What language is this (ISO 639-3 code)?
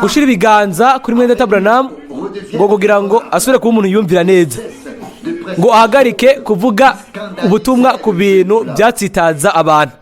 run